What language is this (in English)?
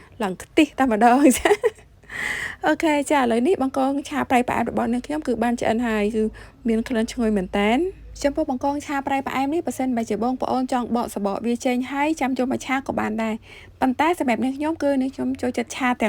Khmer